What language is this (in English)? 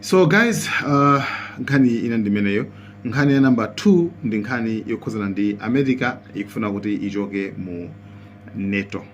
Nyanja